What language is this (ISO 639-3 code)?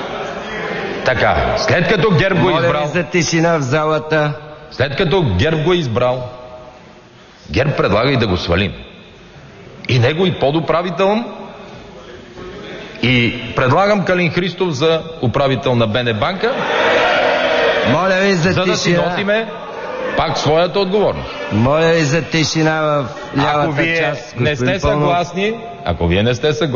bul